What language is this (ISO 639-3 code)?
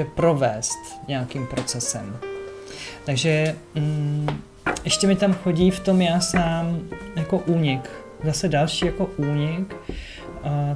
ces